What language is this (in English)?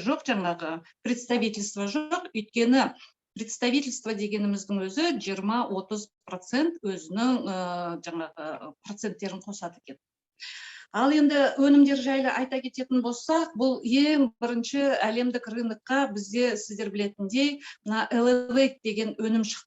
Kazakh